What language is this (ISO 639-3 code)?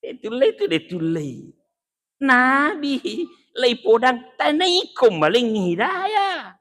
bug